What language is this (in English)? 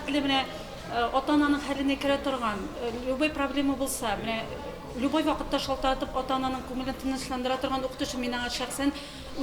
Tatar